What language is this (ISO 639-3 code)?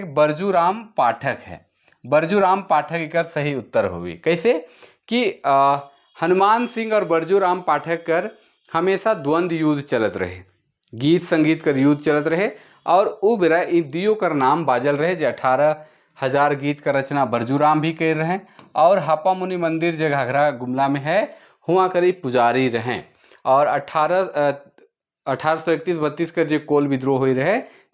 sck